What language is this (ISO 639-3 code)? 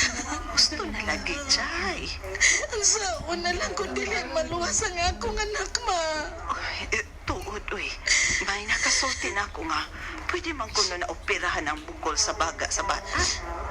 ceb